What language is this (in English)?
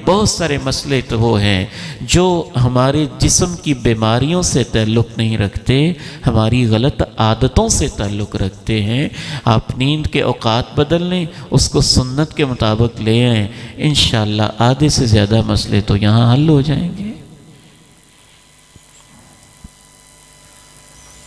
Urdu